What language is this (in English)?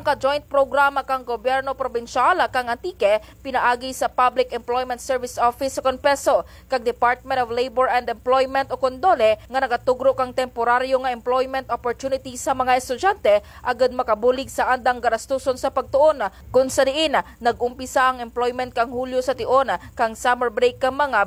Kinaray-a